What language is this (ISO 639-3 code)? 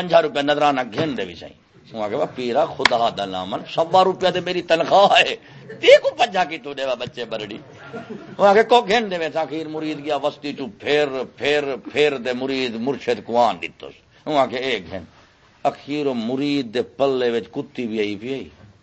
skr